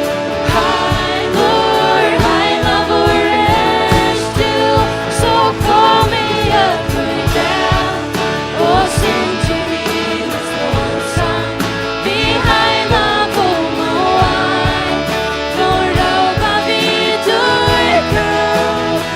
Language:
Faroese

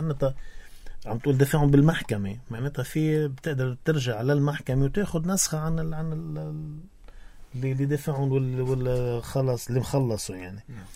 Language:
North Levantine Arabic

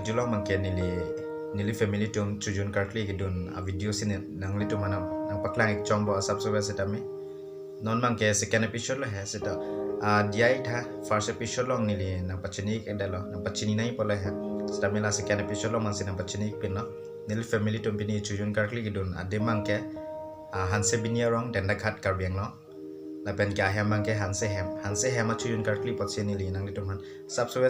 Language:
Karbi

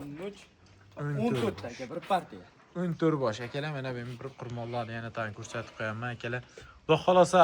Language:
Uzbek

